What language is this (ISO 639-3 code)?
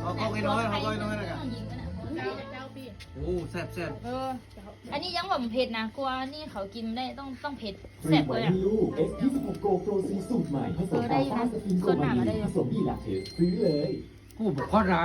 tts